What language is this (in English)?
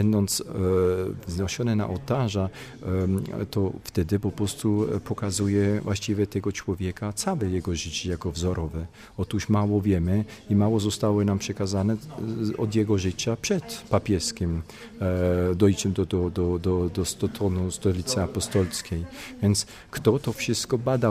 Polish